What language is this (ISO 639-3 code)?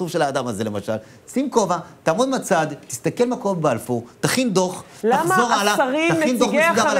heb